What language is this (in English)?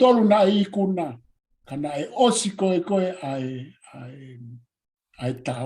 Tongan